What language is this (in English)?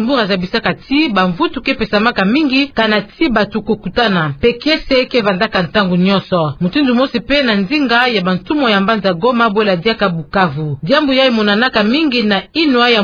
Kituba (Democratic Republic of Congo)